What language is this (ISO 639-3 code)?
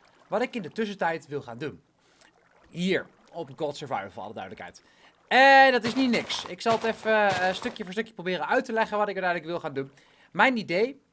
nld